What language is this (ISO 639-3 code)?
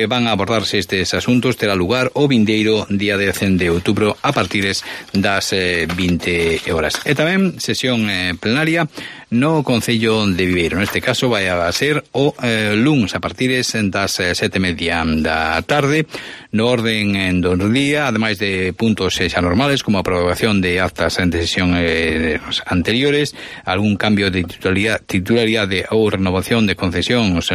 glg